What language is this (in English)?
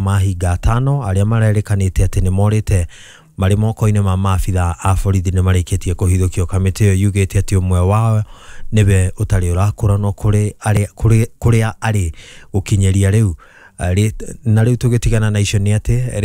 Kikuyu